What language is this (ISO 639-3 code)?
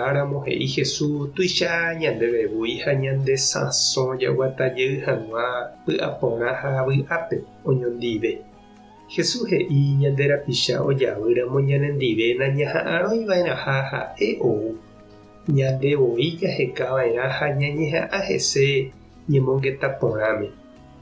grn